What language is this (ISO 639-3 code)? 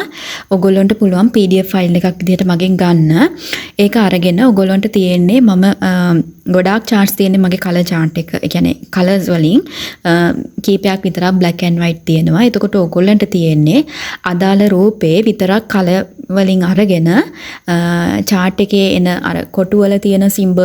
sin